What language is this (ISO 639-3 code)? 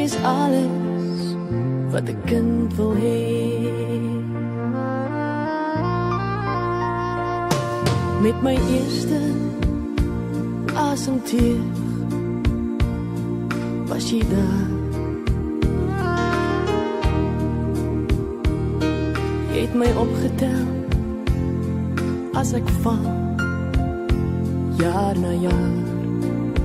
afr